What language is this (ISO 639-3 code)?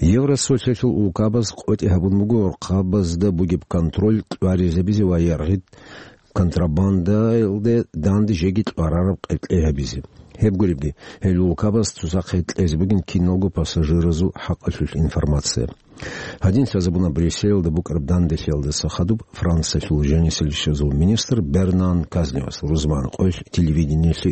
ava